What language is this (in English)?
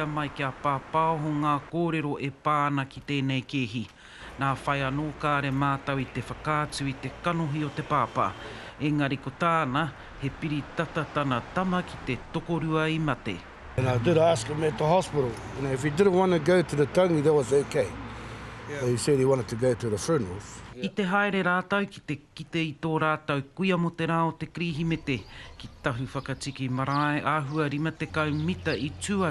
Māori